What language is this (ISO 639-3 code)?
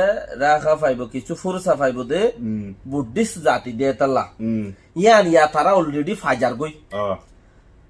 rhg